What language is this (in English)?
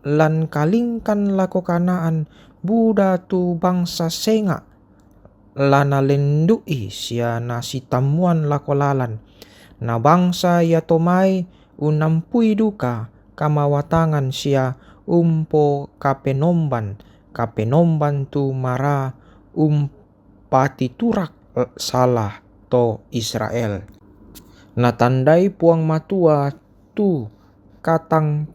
Toraja-Sa'dan